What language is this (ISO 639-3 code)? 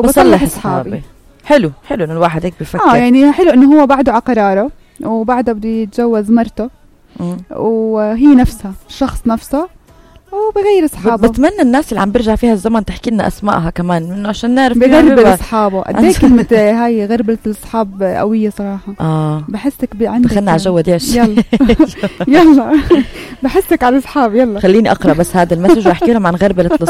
apc